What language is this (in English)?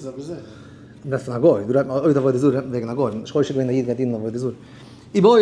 Yiddish